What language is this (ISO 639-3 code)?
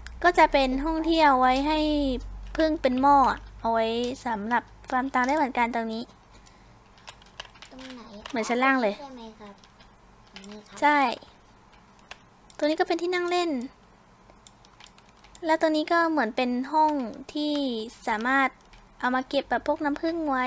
tha